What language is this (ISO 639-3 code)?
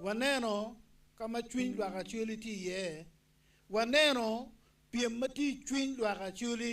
ach